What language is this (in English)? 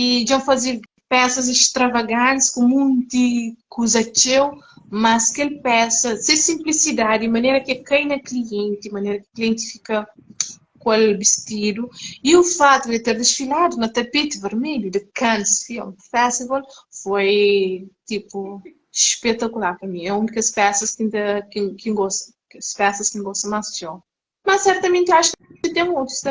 Kabuverdianu